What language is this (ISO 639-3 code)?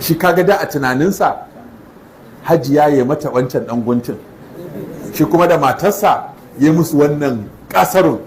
hau